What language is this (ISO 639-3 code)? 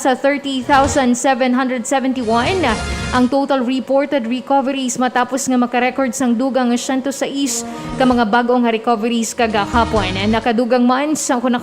hil